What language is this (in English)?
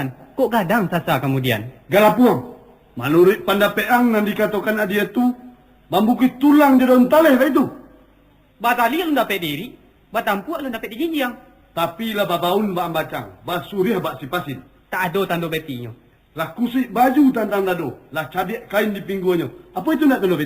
Minangkabau